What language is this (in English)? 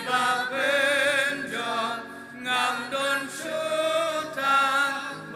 Khasi